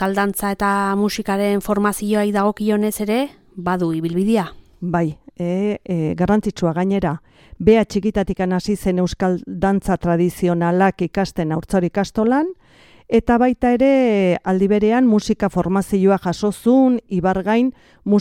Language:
Basque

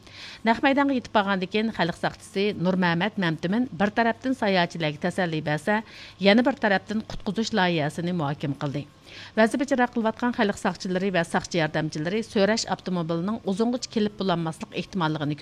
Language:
Uyghur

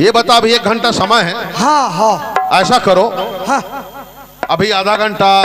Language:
Chhattisgarhi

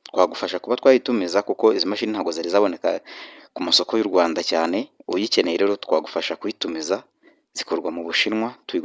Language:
Kinyarwanda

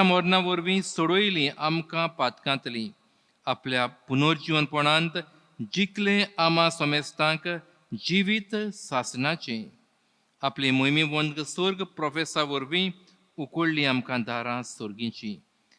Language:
Konkani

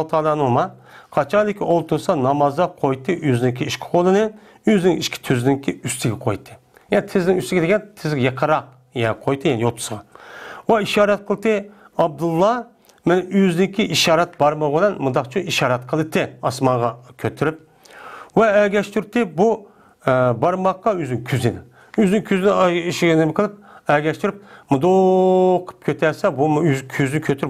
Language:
Uyghur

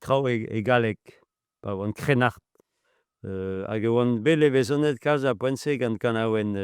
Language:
Breton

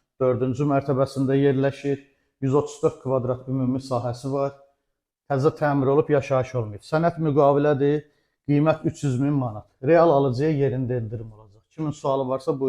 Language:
Azerbaijani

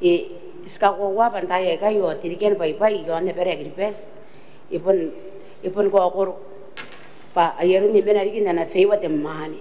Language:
Gilbertese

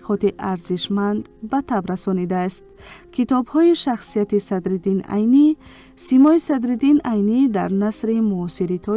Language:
Tajik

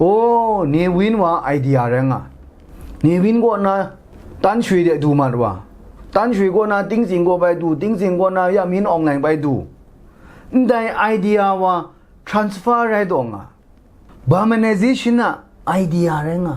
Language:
Kachin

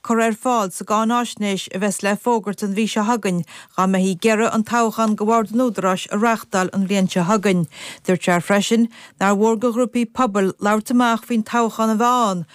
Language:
Irish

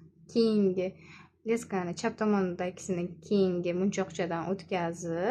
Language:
Uzbek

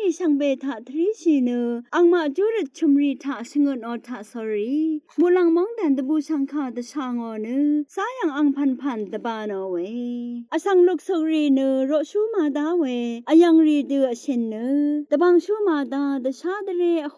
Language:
Rawang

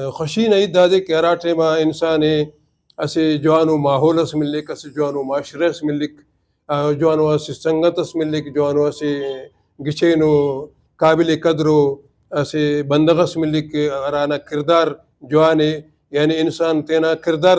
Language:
Brahui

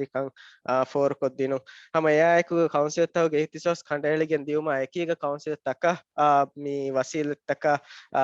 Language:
Divehi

